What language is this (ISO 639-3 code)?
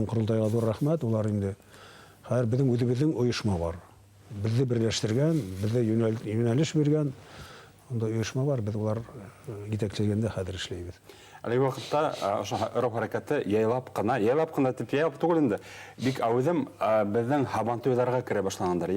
bak